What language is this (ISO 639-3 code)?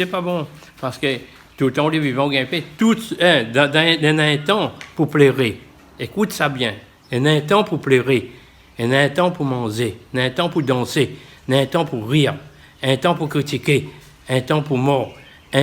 rcf